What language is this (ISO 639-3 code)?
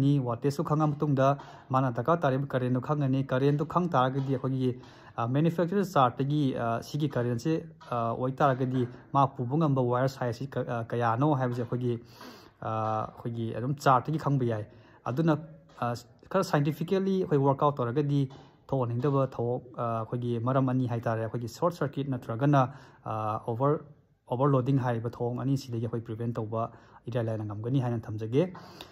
mni